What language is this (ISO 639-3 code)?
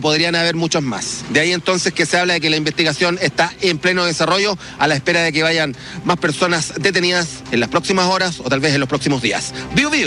spa